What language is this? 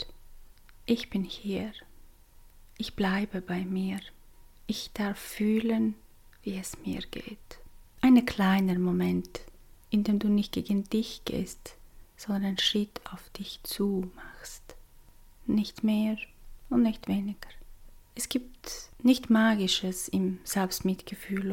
German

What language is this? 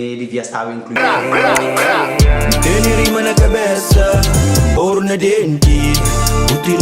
Kabuverdianu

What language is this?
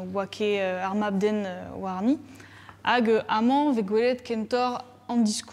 Breton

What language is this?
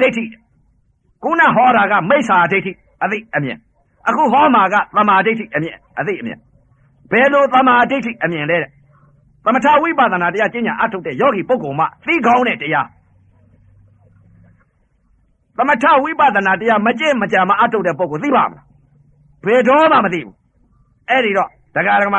Burmese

